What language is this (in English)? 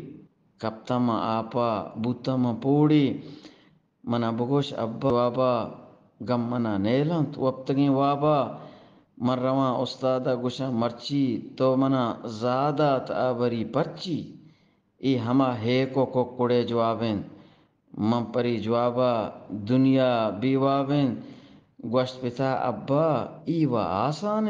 Eastern Balochi